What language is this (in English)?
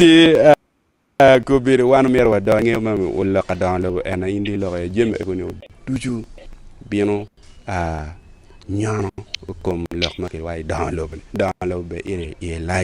Acoli